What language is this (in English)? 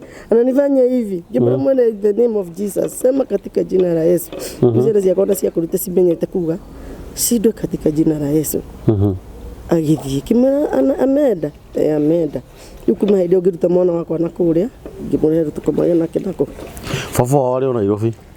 Kikuyu